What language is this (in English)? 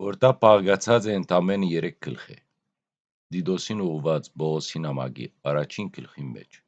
Western Armenian